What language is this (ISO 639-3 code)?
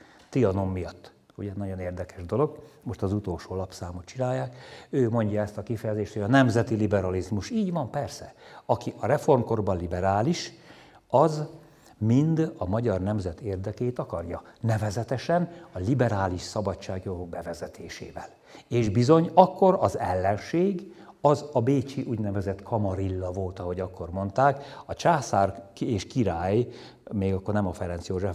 hun